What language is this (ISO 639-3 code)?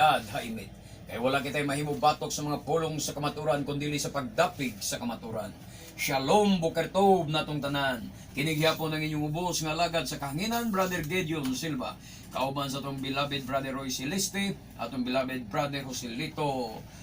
ceb